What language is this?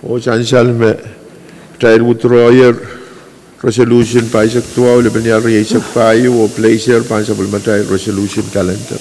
Pohnpeian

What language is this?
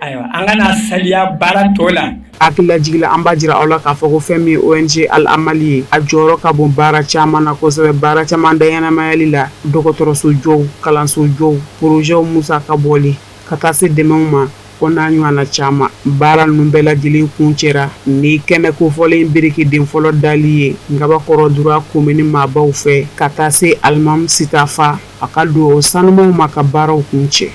Bambara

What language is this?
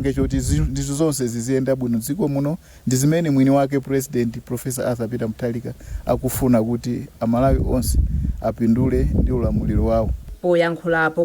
Nyanja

